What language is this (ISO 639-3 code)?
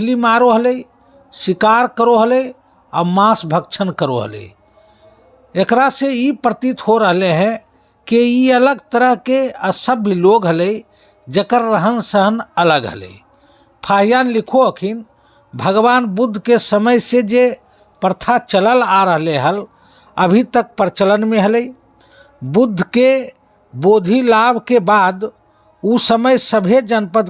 mag